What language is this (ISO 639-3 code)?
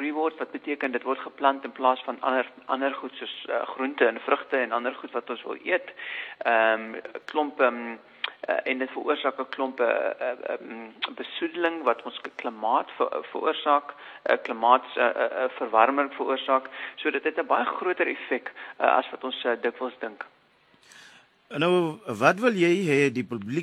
afr